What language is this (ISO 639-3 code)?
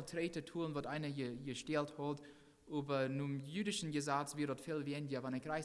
pdt